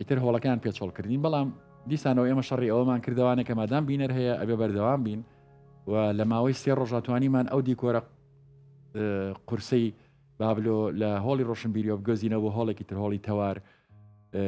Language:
Central Kurdish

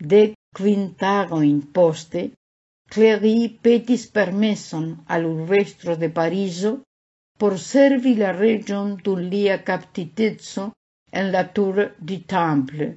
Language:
Esperanto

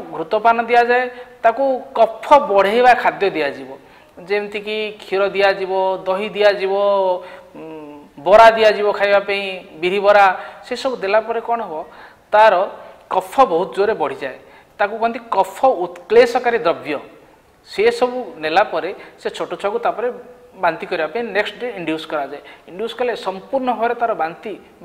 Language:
Odia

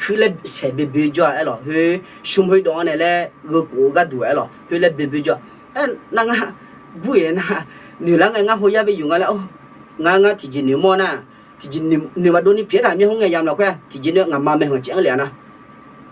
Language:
Akha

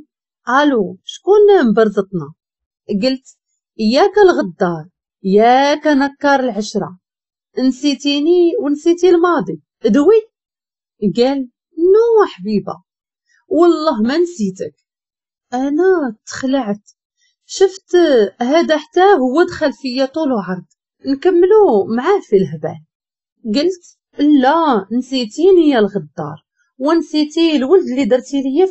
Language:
Moroccan Arabic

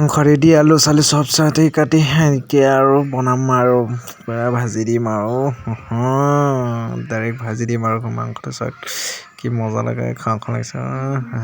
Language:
Assamese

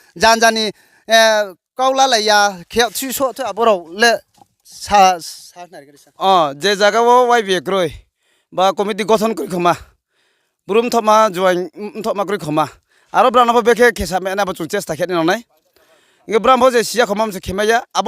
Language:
Riang (India)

